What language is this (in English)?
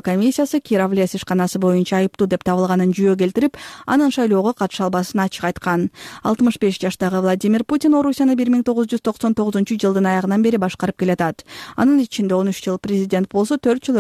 Kyrgyz